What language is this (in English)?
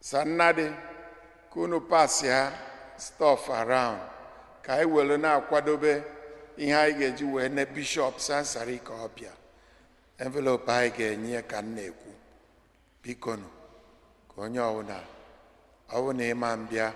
Igbo